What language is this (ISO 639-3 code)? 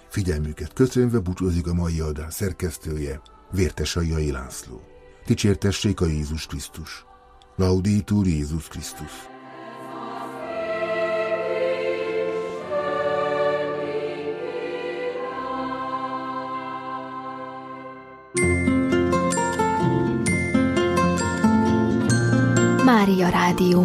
hun